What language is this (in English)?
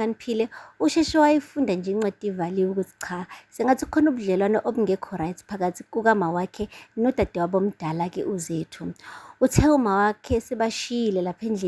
Zulu